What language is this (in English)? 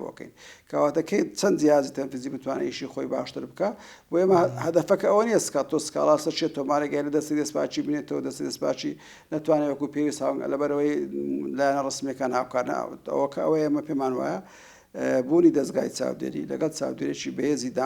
Central Kurdish